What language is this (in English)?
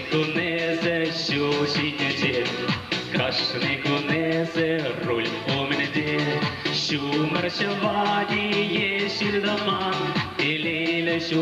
Chuvash